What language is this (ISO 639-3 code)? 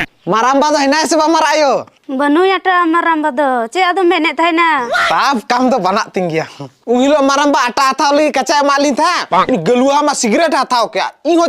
sat